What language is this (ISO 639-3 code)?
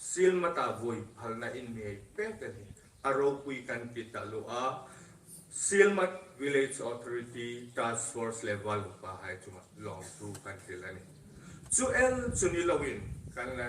hmr